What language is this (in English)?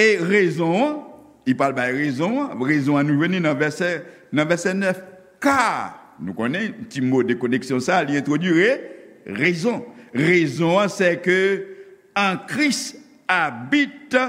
Haitian Creole